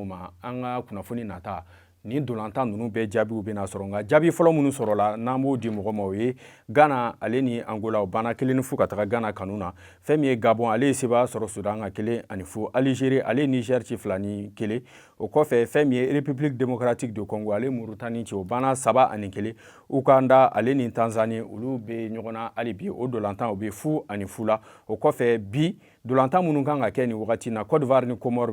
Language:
Bambara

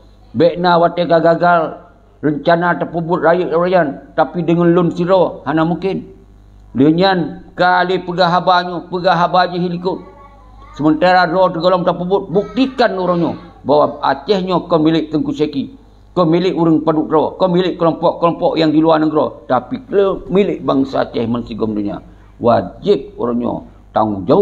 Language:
Achinese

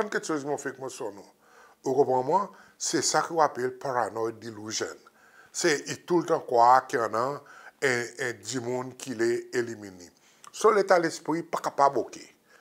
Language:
Seselwa Creole French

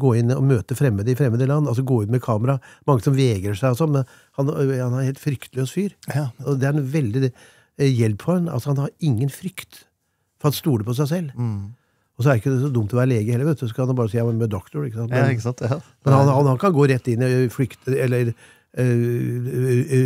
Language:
Norwegian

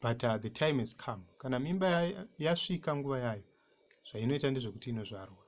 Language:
Shona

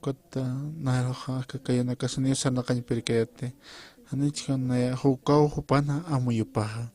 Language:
Aymara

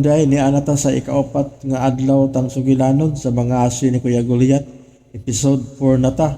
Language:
Cebuano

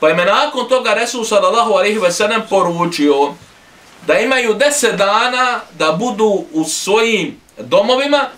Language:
Bosnian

